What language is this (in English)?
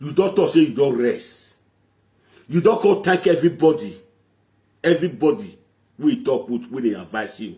Nigerian Pidgin